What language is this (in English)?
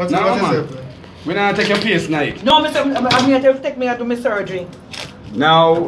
Jamaican Creole English